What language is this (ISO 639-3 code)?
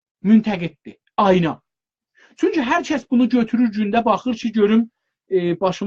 azb